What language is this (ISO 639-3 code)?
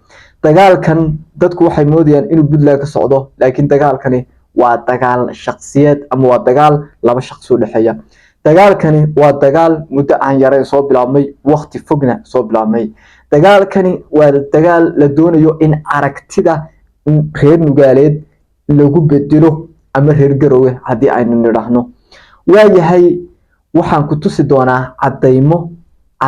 som